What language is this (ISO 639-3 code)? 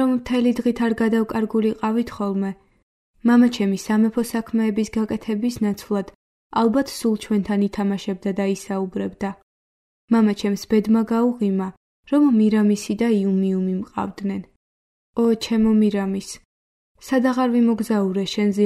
kat